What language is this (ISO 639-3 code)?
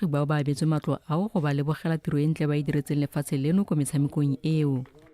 tsn